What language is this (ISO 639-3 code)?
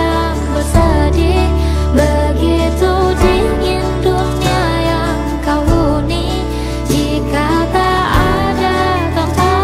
ind